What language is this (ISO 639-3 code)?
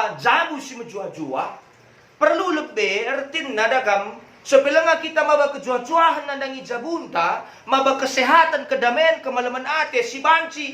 btx